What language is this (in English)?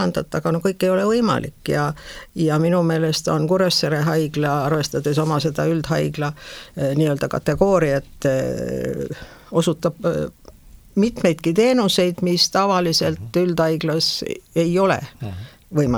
Estonian